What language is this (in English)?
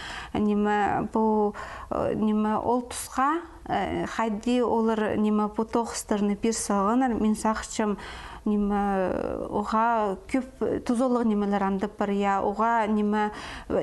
Khakas